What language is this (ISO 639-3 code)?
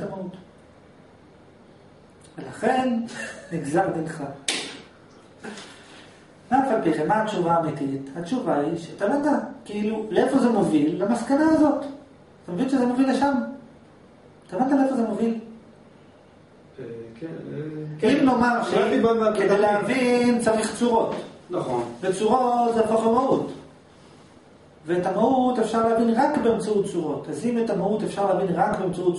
heb